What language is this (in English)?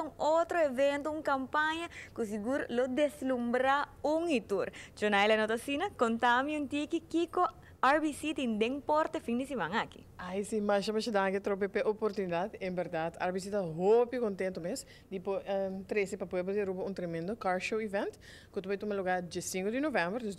Papiamento